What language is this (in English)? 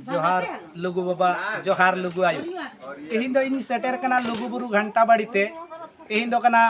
Santali